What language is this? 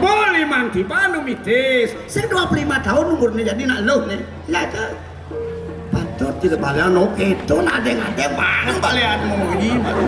Balinese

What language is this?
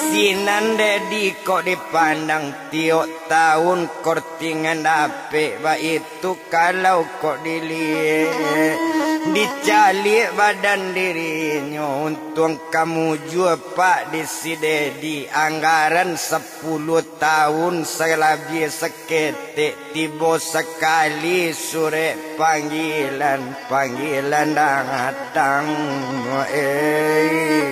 Minangkabau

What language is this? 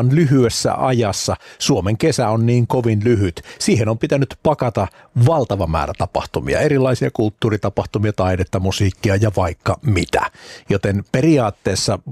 Finnish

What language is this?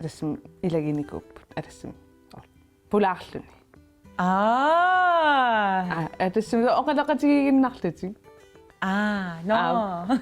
Kalaallisut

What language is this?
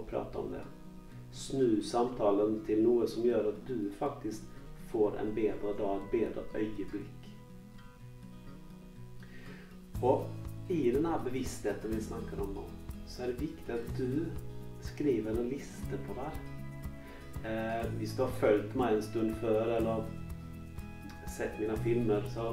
Norwegian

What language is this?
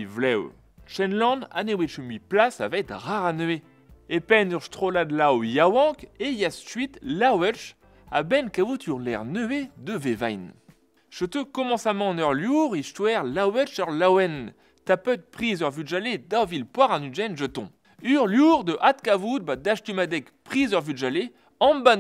Breton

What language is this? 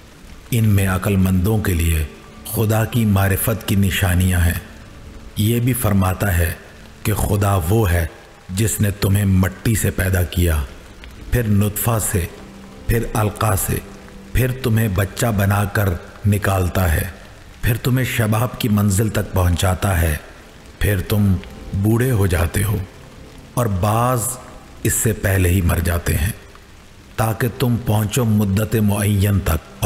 Urdu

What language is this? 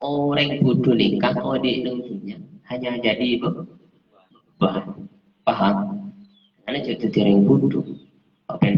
Madurese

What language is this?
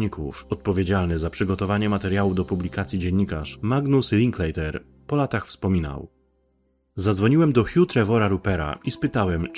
Polish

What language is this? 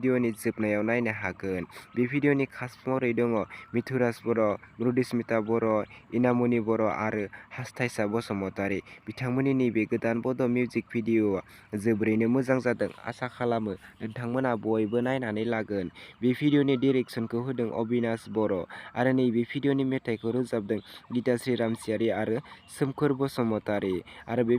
Bodo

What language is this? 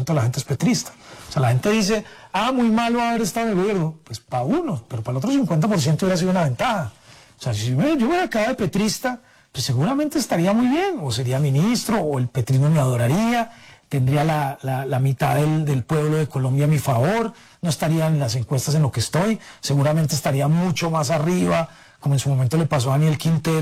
Spanish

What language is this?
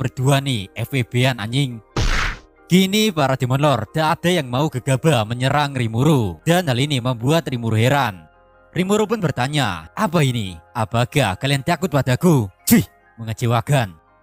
Indonesian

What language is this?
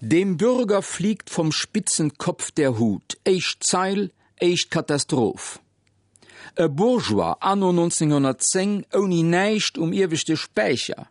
Luxembourgish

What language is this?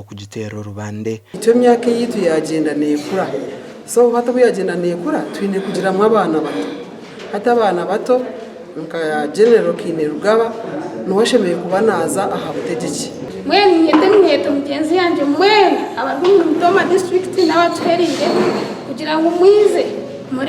Nyankole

